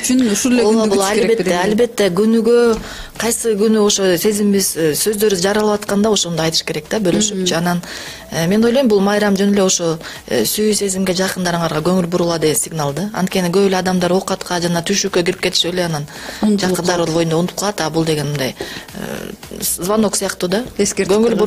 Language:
Kyrgyz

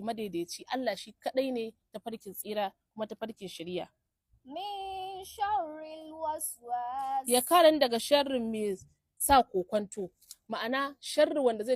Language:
Hausa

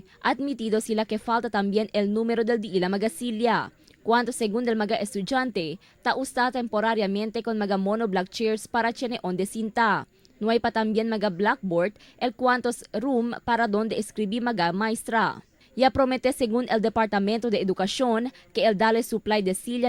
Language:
Chavacano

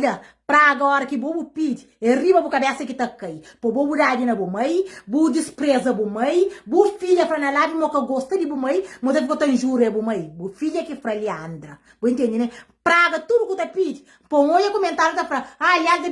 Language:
Kabuverdianu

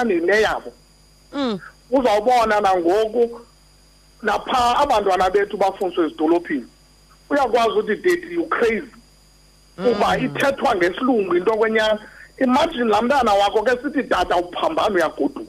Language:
Xhosa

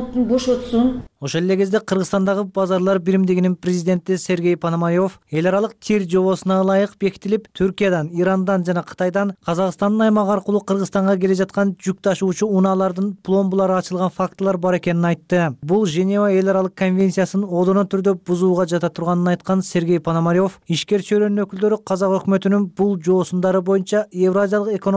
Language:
Kyrgyz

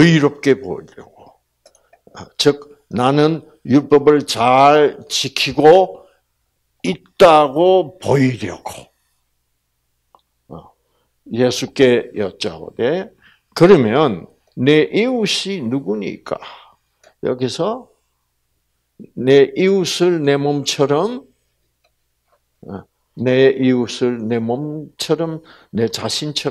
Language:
Korean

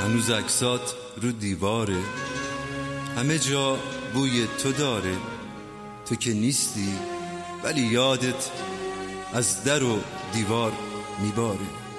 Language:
Persian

